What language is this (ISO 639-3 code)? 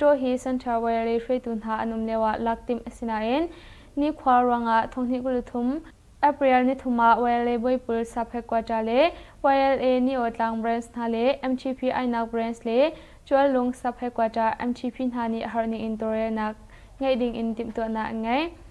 cnh